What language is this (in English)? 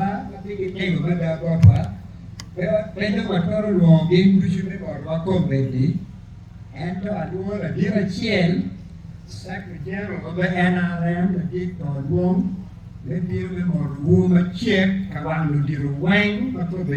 Acoli